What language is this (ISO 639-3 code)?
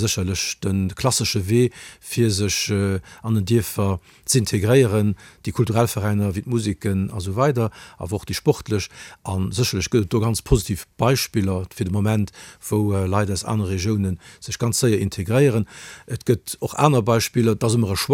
ltz